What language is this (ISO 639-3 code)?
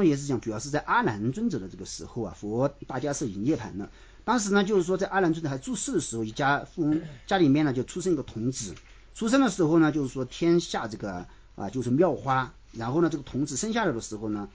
zho